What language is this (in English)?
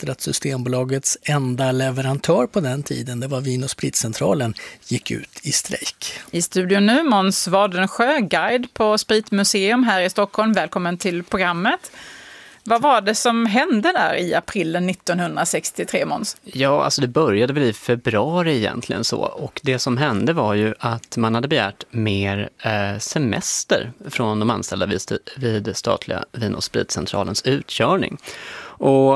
Swedish